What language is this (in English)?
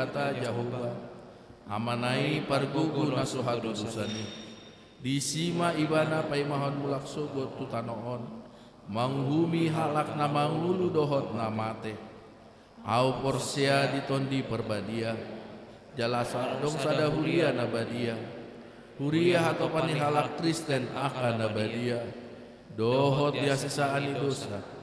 Batak Toba